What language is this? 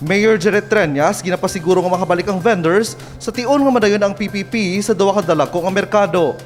Hiligaynon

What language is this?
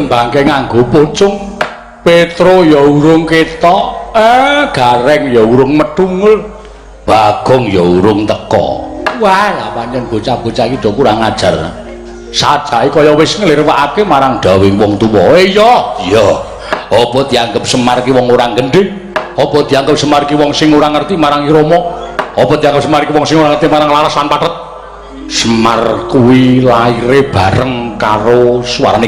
Javanese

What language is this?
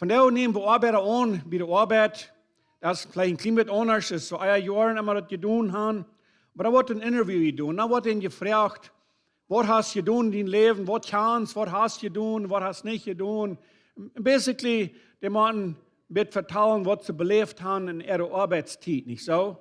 Plautdietsch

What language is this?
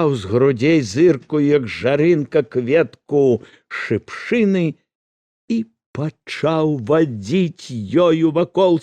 Belarusian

